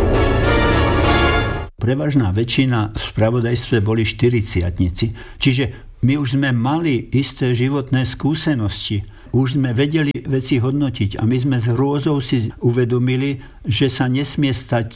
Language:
Slovak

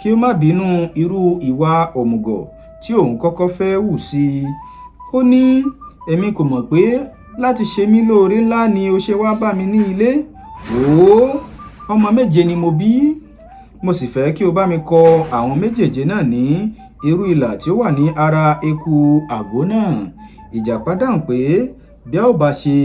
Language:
Yoruba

